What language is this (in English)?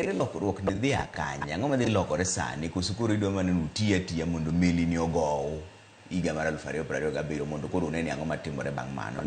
Luo (Kenya and Tanzania)